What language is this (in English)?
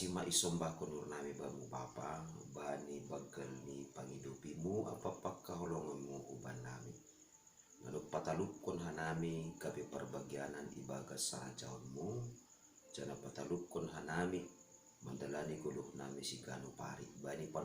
Batak Simalungun